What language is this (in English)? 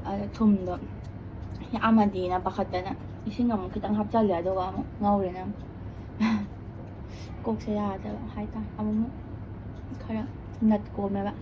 Manipuri